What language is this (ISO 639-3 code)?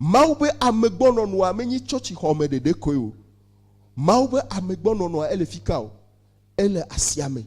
ewe